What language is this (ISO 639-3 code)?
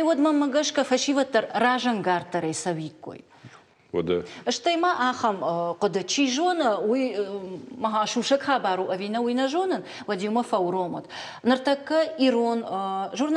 oss